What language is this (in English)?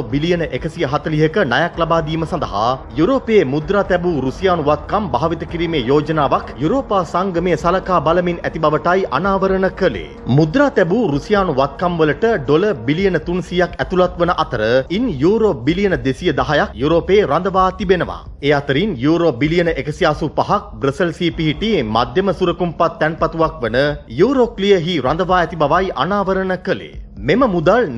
Sinhala